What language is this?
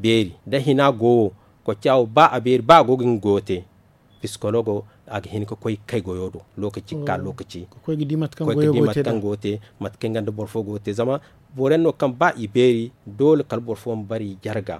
Zarma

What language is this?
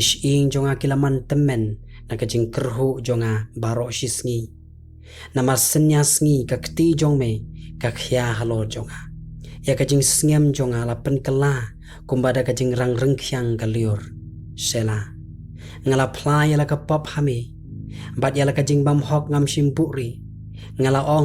Khasi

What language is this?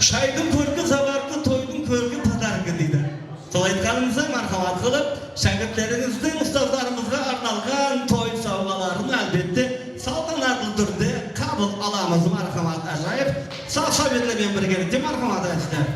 Kara-Kalpak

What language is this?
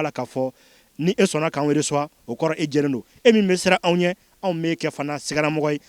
Bambara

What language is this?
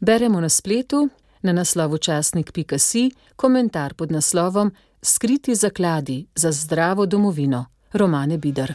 Slovenian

